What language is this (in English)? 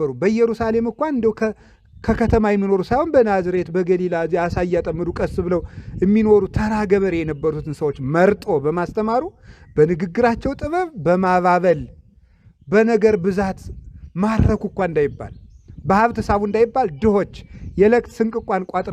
Amharic